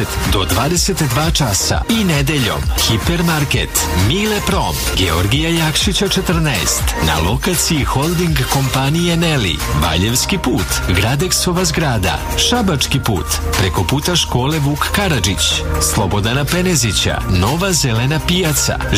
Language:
Serbian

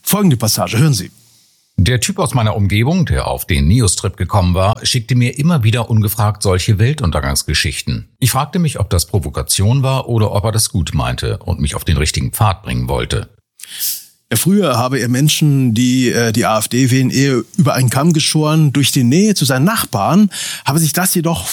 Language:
German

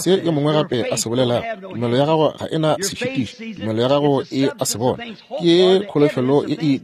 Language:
Northern Sotho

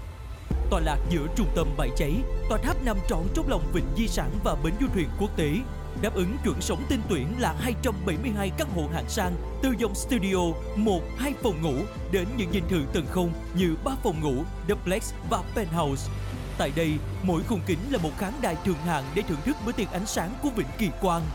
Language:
Vietnamese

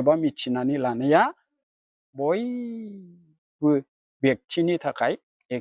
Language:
Bodo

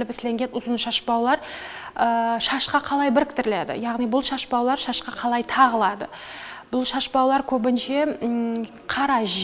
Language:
Kara-Kalpak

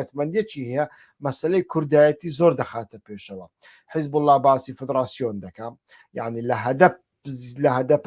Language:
Central Kurdish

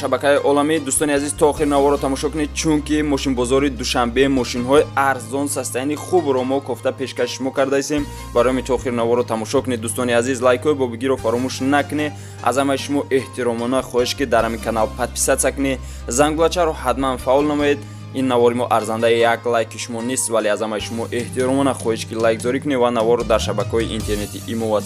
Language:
Tajik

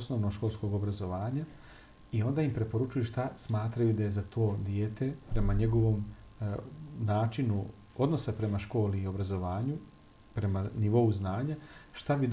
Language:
Bosnian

